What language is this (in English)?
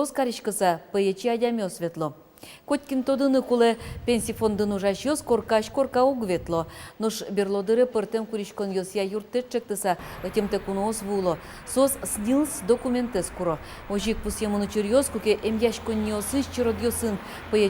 Udmurt